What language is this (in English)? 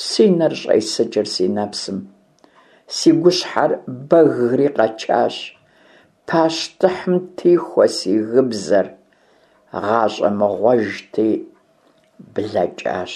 Kabardian